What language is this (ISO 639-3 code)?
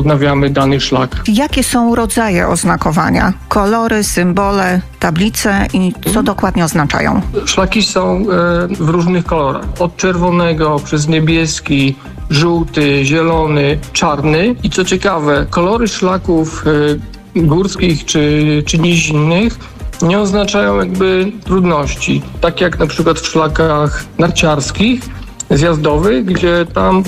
pol